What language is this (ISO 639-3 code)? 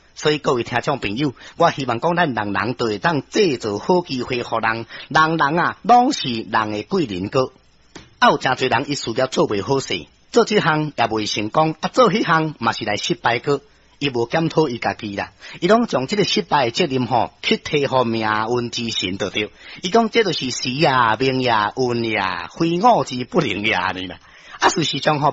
nan